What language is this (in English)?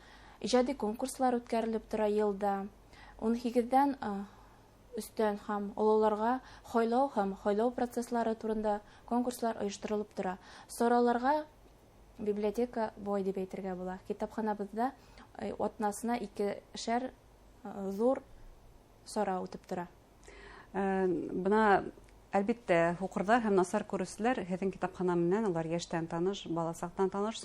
Bashkir